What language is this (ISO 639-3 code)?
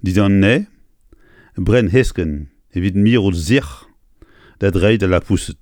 bre